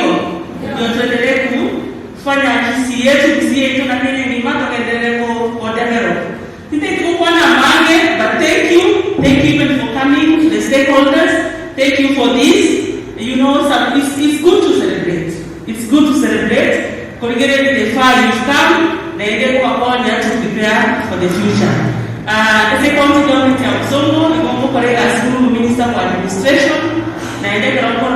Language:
Gusii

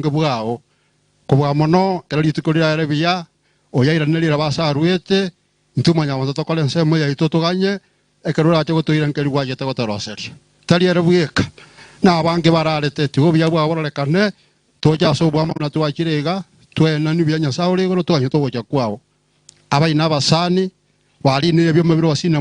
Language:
Gusii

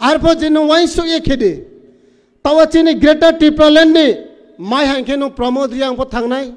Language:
Riang (India)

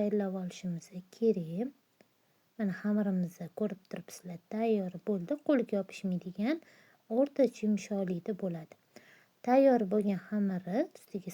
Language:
Uzbek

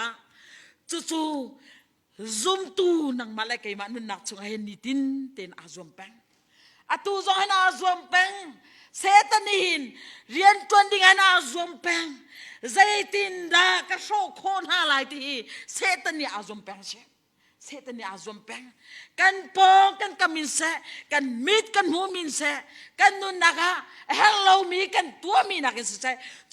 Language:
Hakha Chin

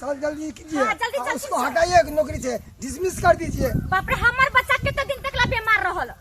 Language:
Maithili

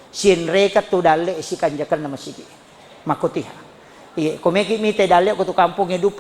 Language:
Buginese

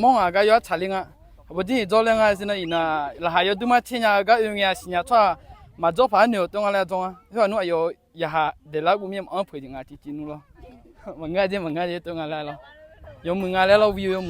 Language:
Akha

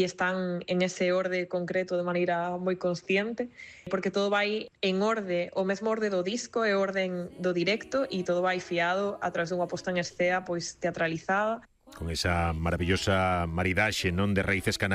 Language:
Galician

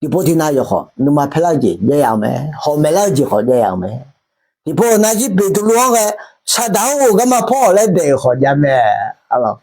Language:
Akha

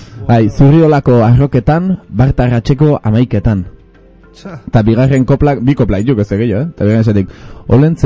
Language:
Basque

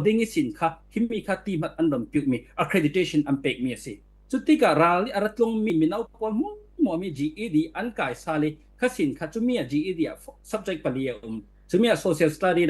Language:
Falam Chin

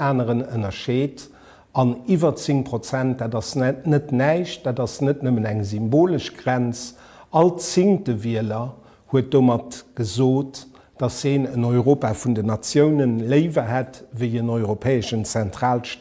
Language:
Luxembourgish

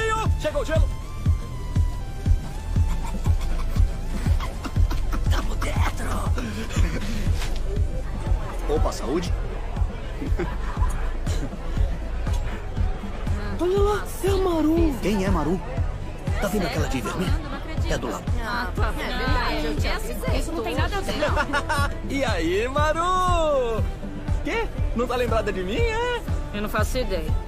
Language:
Portuguese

